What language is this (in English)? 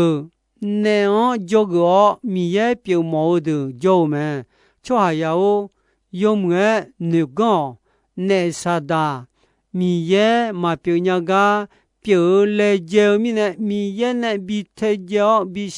Akha